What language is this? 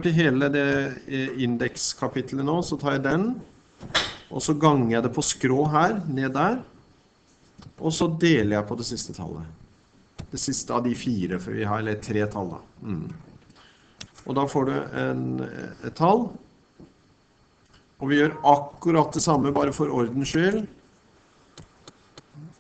Norwegian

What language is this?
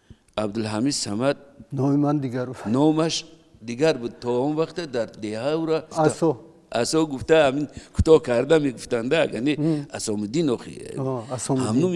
Tajik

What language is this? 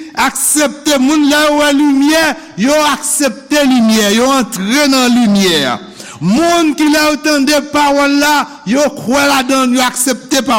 Haitian Creole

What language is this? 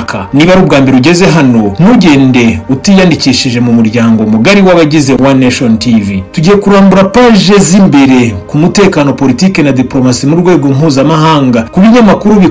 Kinyarwanda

